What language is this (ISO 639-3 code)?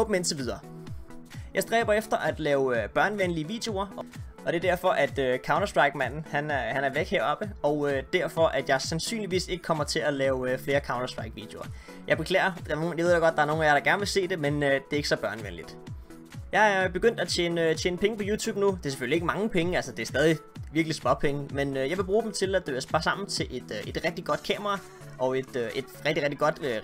dan